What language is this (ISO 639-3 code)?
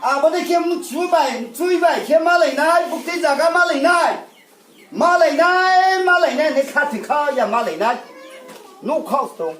ria